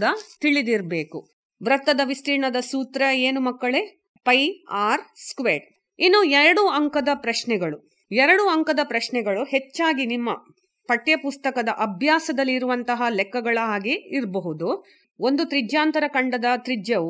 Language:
Kannada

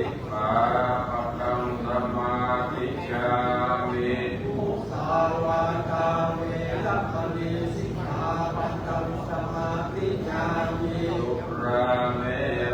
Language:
Pali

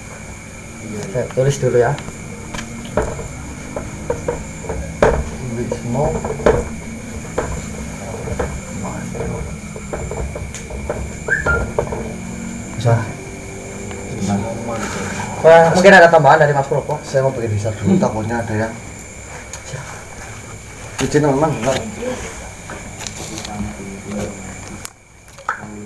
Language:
Indonesian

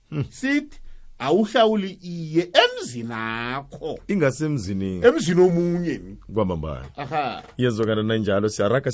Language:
South Ndebele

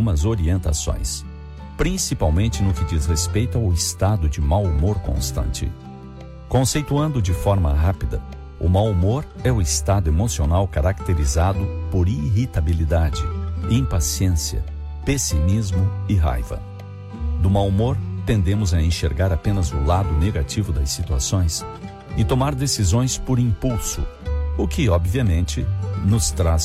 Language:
Portuguese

